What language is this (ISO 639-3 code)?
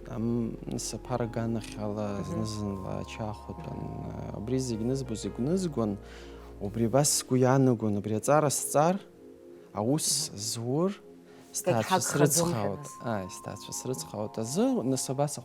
abk